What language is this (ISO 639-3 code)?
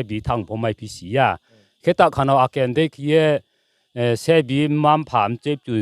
ria